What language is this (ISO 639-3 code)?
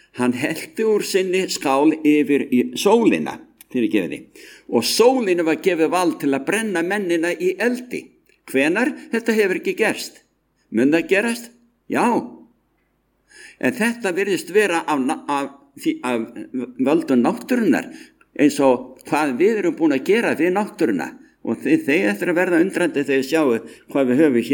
isl